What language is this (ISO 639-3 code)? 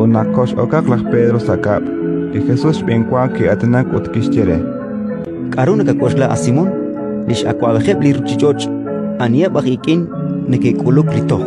kek